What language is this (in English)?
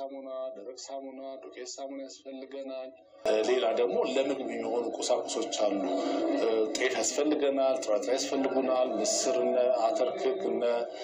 Amharic